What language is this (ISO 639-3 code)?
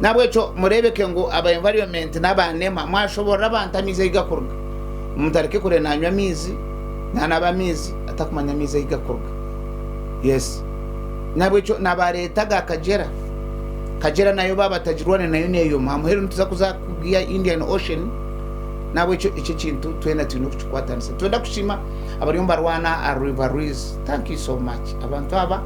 nyn